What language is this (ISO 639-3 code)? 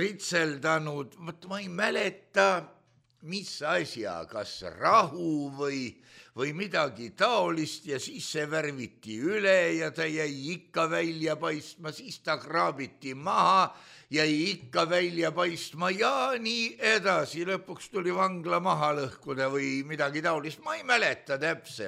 est